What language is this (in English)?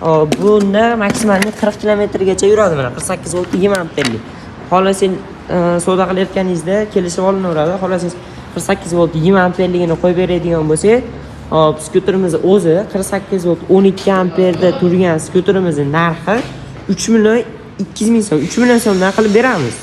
Uzbek